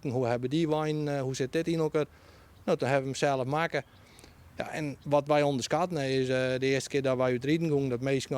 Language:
Western Frisian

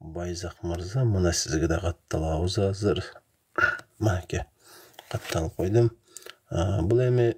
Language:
Kyrgyz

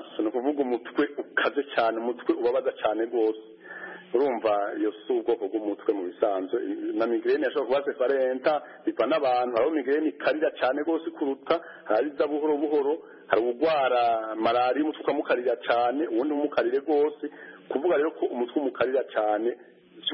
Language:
Kinyarwanda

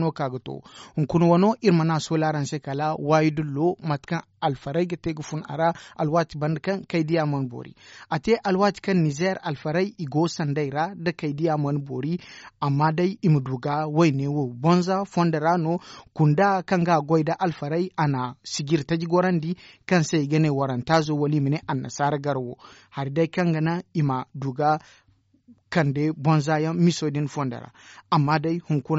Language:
Zarma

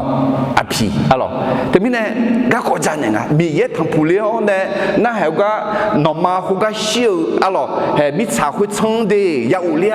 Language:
Akha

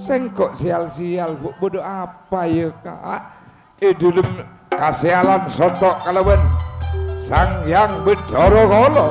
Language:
Madurese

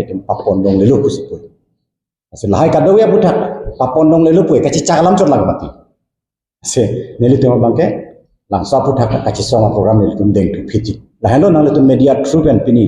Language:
Karbi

